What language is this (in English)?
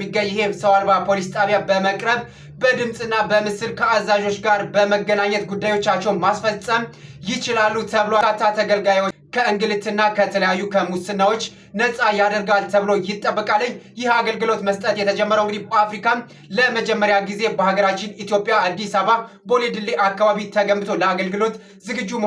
Amharic